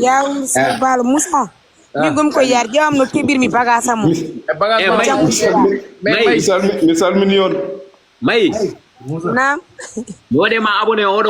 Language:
Fula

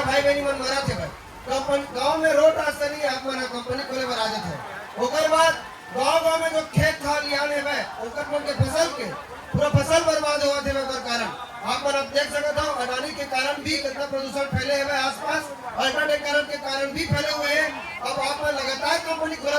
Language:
Chhattisgarhi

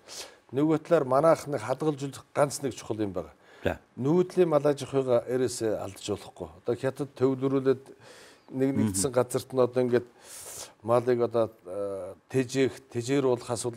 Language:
Mongolian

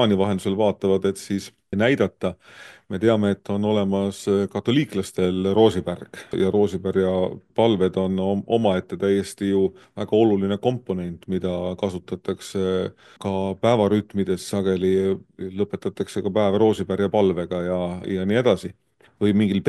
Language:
Estonian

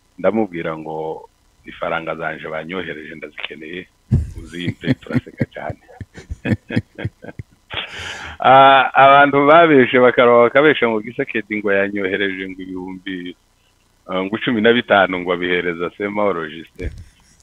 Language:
Kinyarwanda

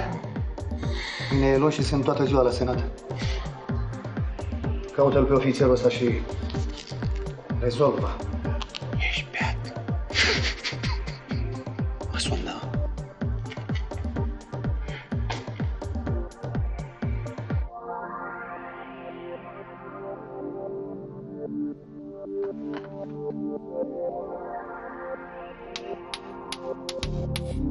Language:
Romanian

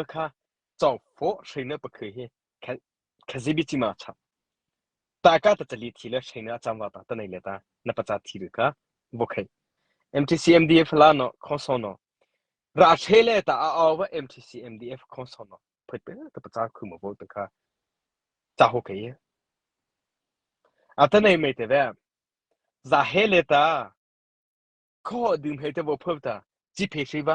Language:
Mara Chin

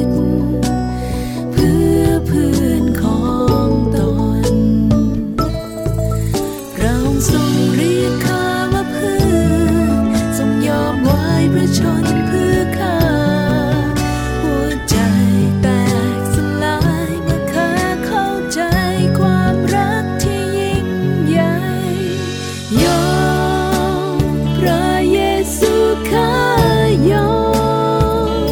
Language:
Thai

